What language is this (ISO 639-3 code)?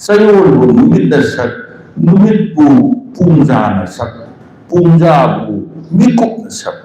mni